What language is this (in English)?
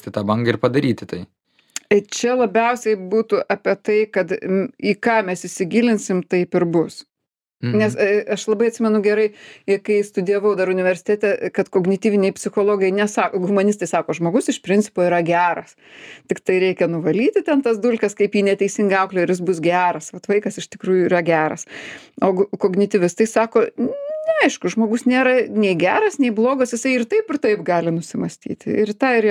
Lithuanian